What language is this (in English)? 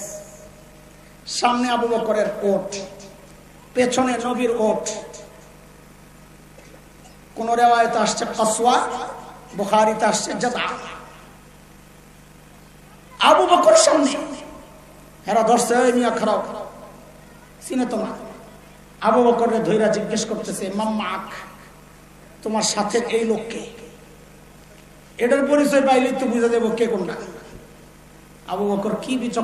Bangla